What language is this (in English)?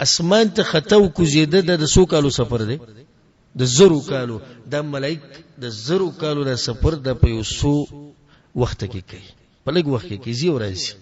Pashto